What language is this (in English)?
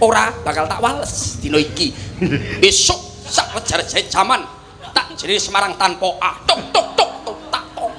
Javanese